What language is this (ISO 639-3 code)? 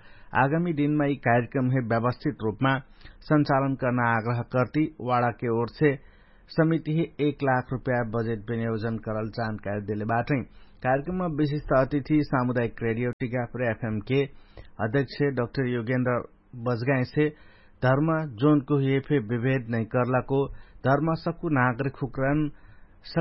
thl